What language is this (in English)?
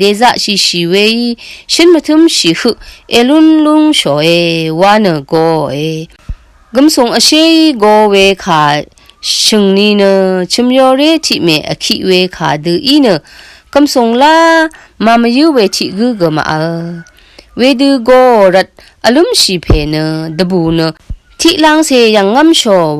Rawang